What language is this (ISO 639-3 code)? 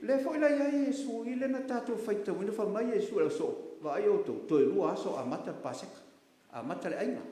smo